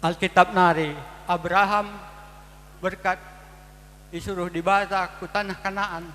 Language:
Batak Karo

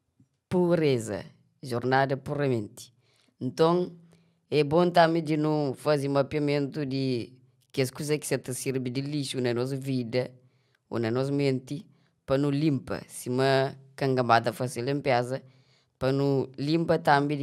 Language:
Kabuverdianu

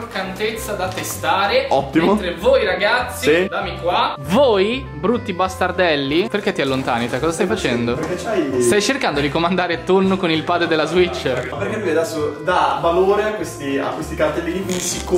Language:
Italian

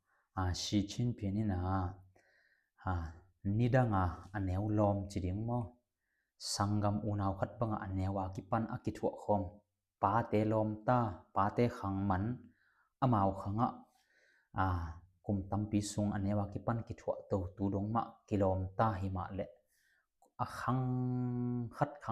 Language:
Tedim Chin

